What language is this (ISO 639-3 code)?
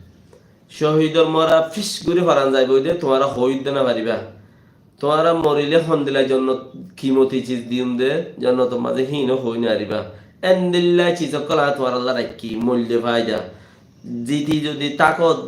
rhg